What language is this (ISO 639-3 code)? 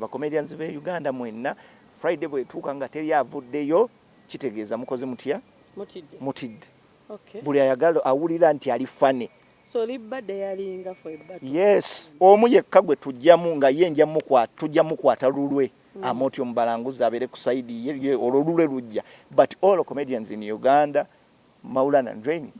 lug